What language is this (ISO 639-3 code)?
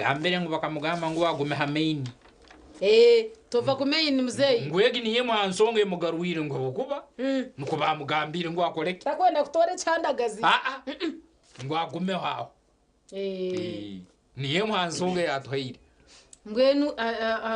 nyn